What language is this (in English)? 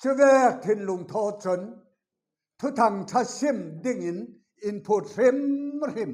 Falam Chin